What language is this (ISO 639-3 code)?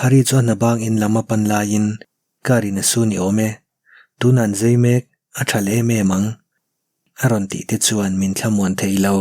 lus